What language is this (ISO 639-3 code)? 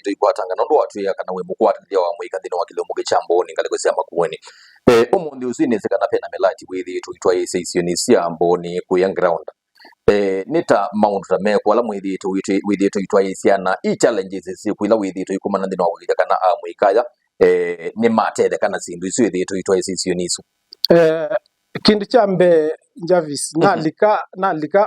kam